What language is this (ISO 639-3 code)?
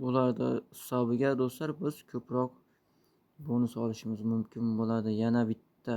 uzb